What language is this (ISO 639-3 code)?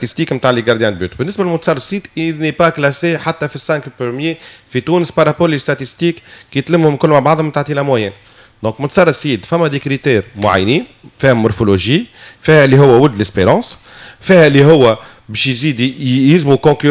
aeb